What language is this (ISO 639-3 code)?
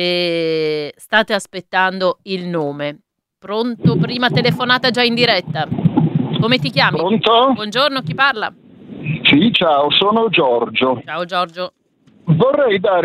ita